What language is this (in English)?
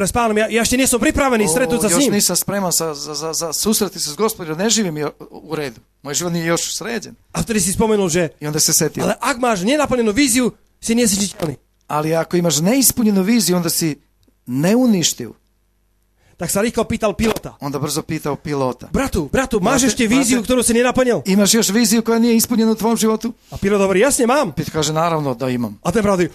Slovak